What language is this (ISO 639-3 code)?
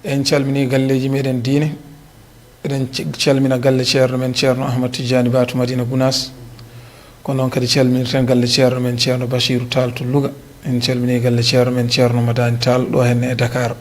ful